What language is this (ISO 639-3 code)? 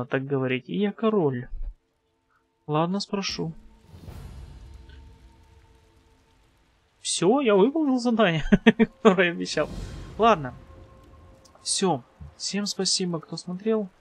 rus